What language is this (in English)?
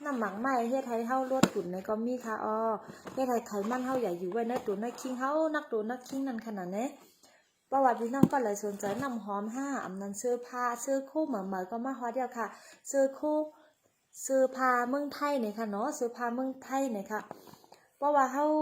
Shan